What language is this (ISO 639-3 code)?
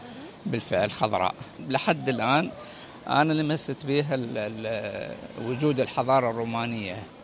aeb